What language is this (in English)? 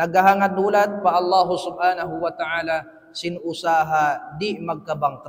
Tausug